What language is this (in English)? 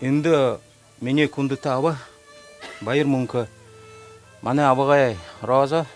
Buriat